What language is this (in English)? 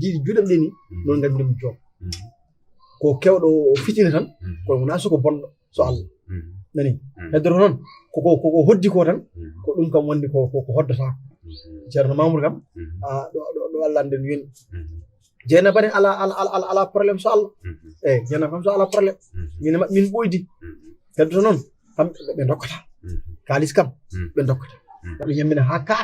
Fula